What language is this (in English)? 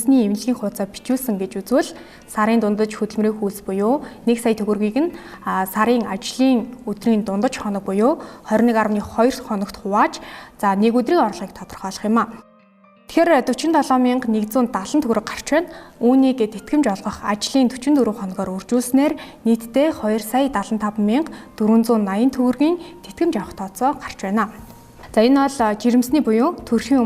Mongolian